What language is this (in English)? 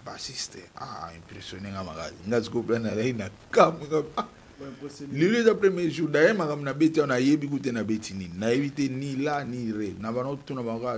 Lingala